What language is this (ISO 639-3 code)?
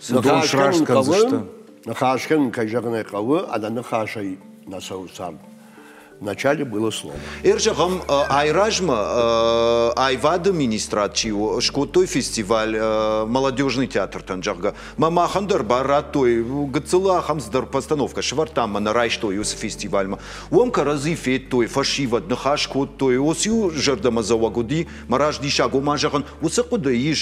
oss